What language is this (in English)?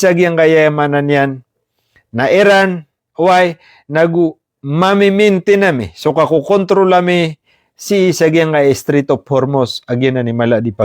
Maranao